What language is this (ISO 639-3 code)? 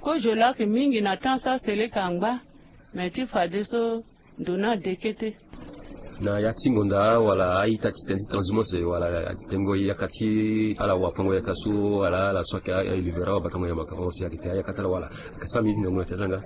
sag